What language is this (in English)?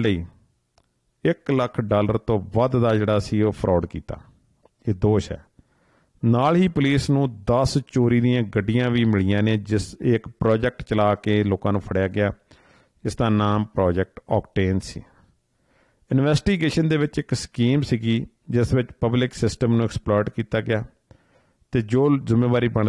Punjabi